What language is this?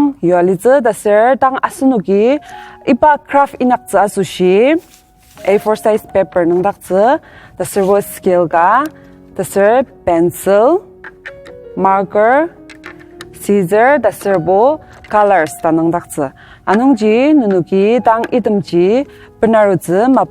Ao Naga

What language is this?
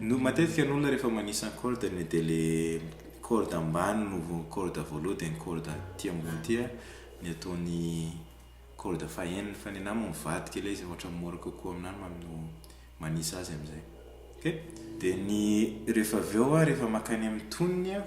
Malagasy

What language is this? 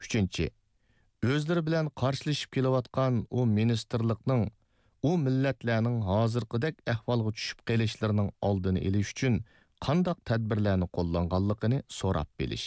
Uyghur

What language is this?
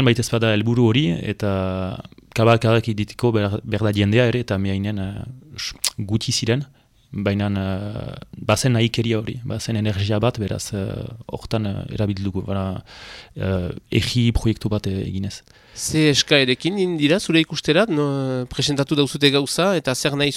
Basque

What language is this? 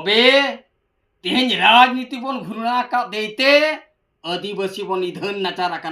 Santali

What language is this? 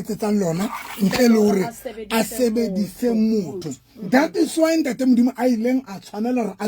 Southern Sotho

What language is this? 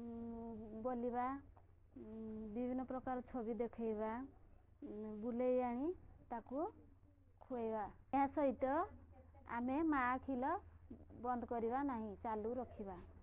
Odia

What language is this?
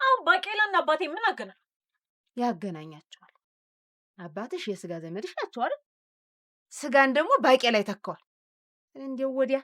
Amharic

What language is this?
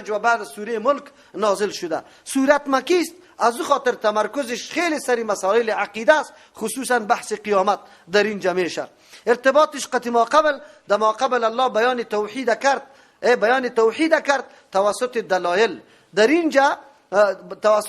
Persian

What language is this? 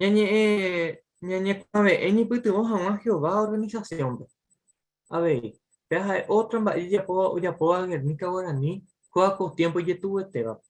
Guarani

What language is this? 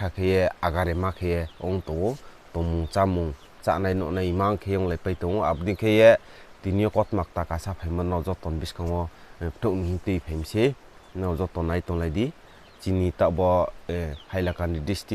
Riang (India)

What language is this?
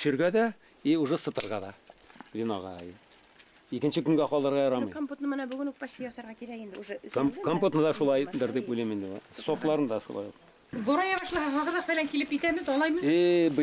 Bashkir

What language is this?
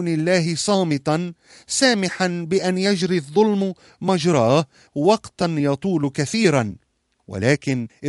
Arabic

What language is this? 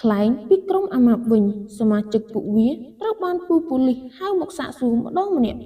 Khmer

